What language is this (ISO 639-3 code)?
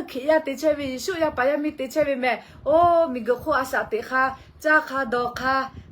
lhu